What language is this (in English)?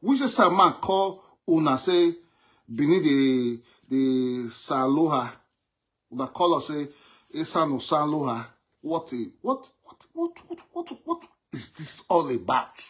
Nigerian Pidgin